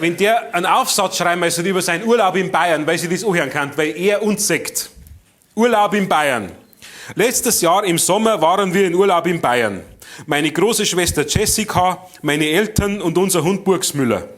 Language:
Bavarian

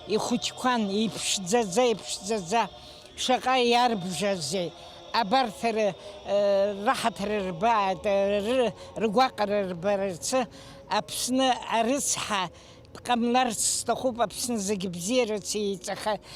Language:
Abkhazian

